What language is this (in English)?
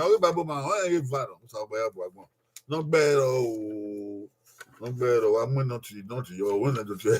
Bini